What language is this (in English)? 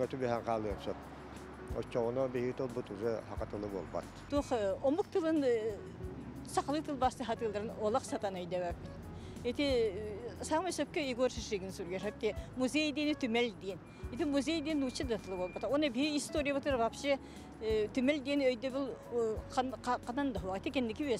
Yakut